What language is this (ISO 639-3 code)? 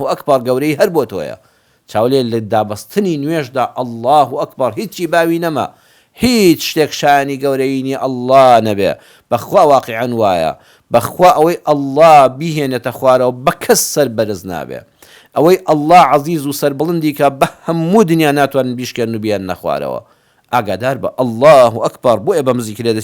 ckb